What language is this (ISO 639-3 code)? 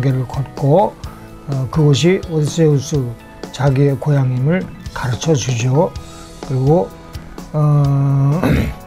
kor